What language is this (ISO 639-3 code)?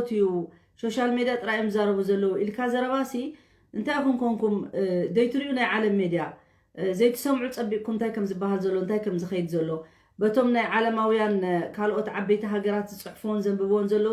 tir